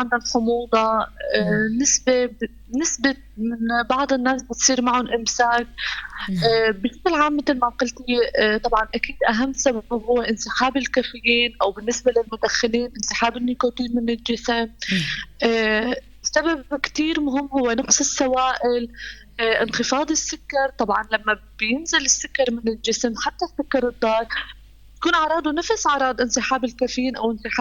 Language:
North Levantine Arabic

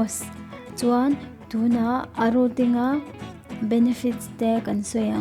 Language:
Mizo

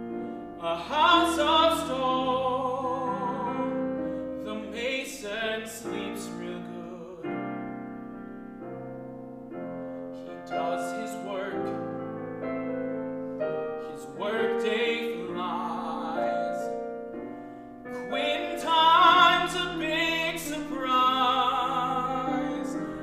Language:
English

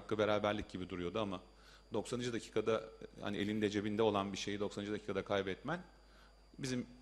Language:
Turkish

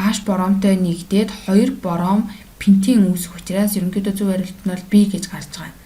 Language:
Mongolian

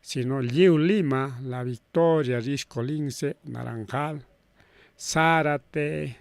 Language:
Ayacucho Quechua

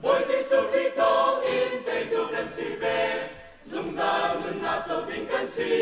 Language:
Hakha Chin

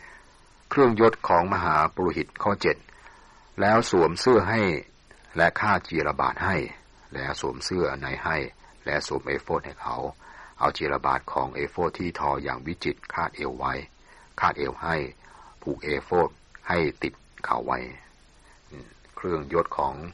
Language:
Thai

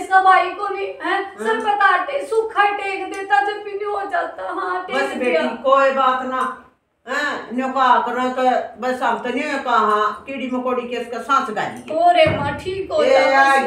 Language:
Haryanvi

